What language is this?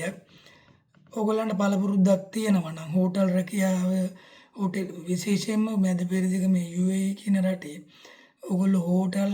Sinhala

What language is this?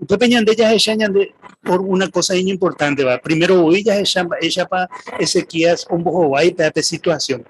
Guarani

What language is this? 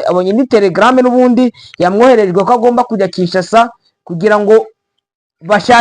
Kinyarwanda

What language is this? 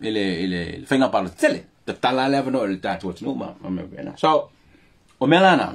Samoan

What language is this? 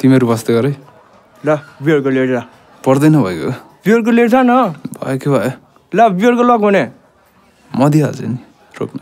Nepali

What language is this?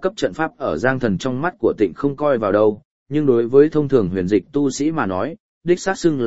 Vietnamese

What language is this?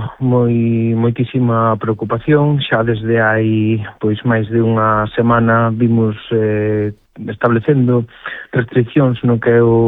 Galician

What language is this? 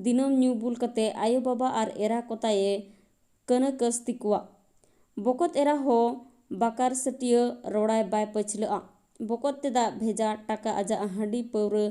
Santali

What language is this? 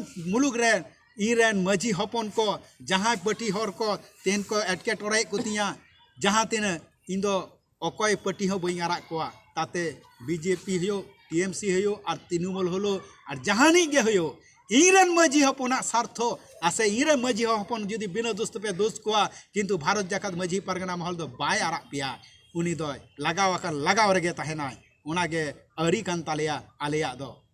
Santali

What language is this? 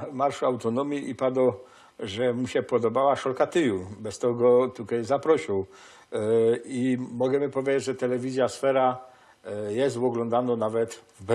Silesian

